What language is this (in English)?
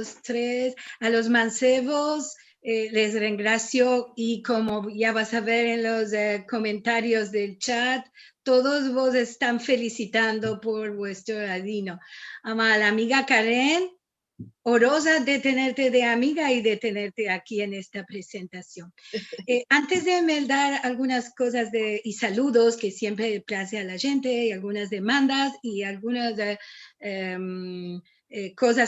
Ladino